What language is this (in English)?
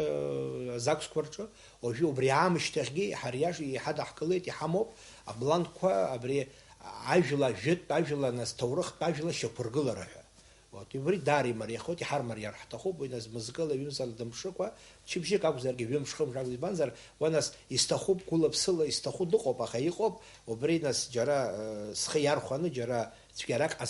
Abkhazian